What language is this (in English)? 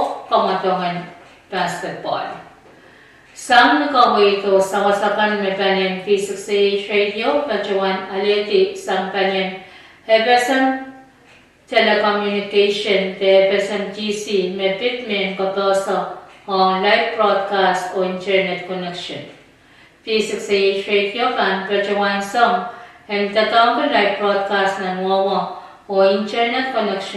Pohnpeian